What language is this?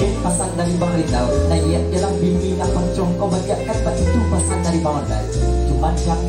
Minangkabau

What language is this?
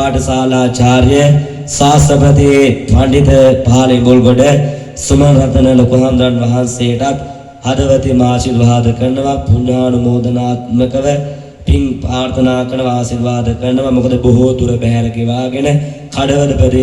Sinhala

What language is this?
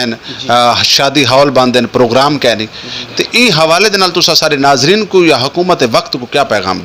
Saraiki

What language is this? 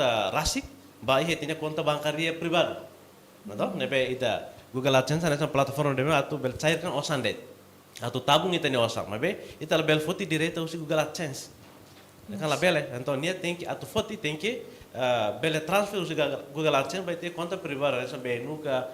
Tetum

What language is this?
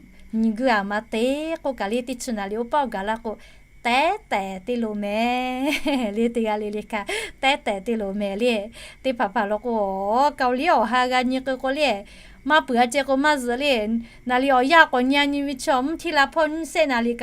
Lahu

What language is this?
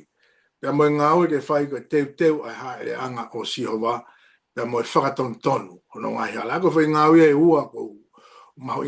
Tongan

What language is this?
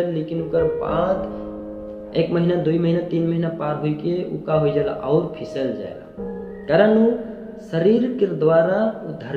Sadri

